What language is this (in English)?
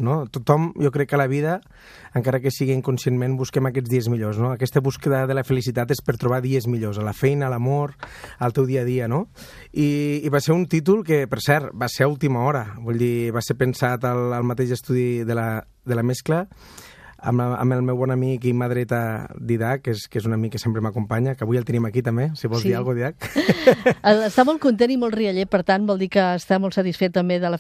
Catalan